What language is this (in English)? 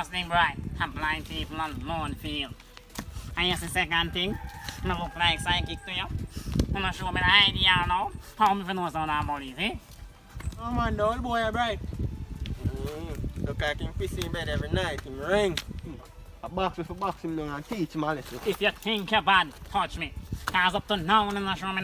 Jamaican Creole English